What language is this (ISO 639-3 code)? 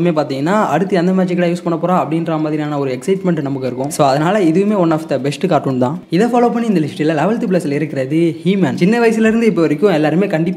tam